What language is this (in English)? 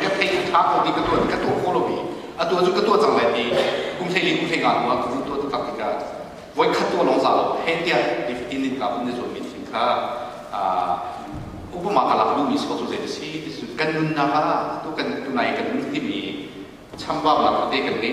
Hakha Chin